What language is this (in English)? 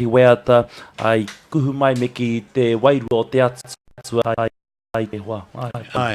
Māori